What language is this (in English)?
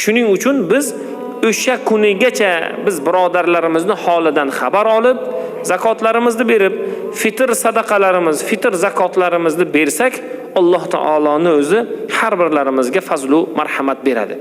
Uzbek